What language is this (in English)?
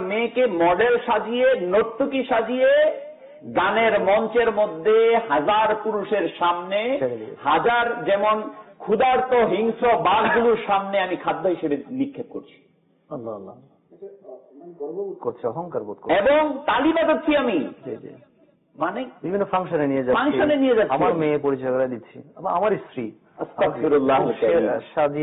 Bangla